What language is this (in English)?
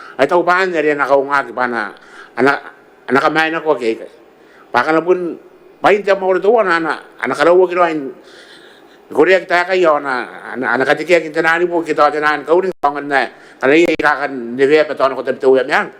Gilbertese